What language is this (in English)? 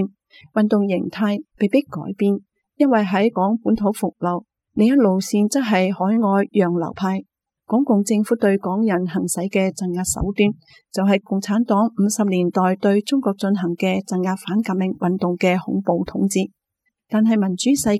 Cantonese